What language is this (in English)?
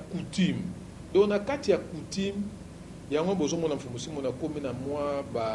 Lingala